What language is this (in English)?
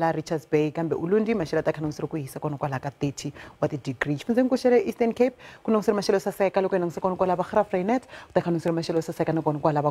Tsonga